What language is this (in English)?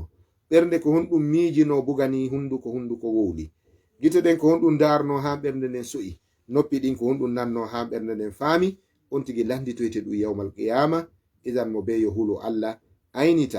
Fula